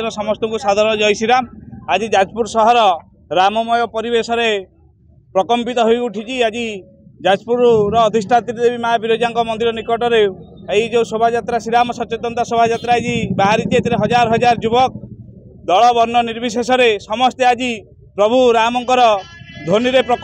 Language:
Odia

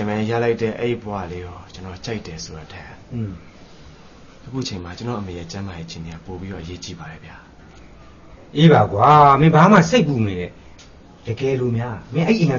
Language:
Burmese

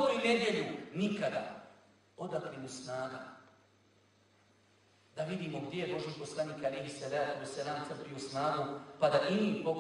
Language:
Bosnian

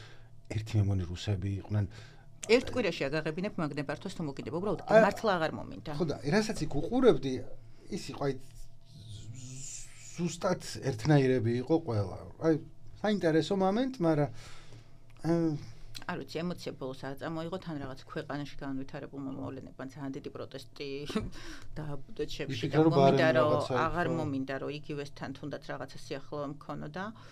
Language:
Georgian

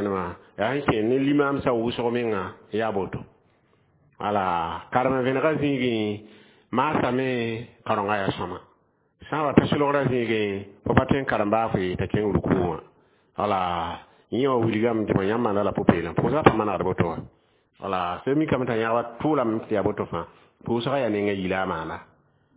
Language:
Mossi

